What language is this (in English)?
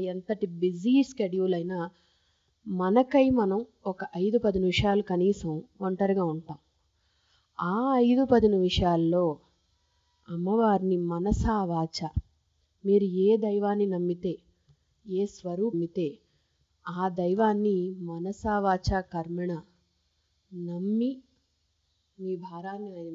Telugu